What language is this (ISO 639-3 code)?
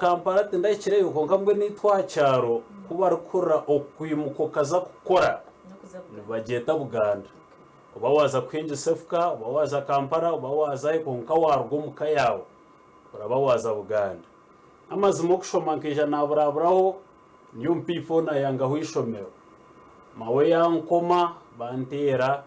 nyn